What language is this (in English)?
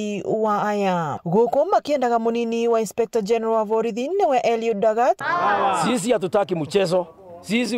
Meru